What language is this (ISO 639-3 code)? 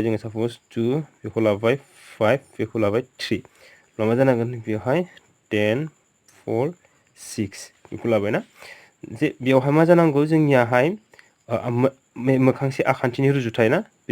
brx